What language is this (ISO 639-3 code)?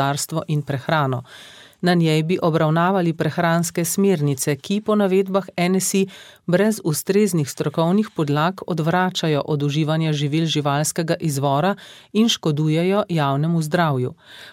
slv